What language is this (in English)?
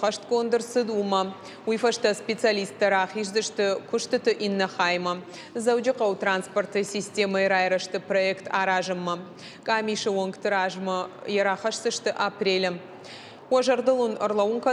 Ossetic